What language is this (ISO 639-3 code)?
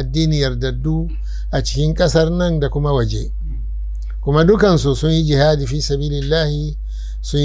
hau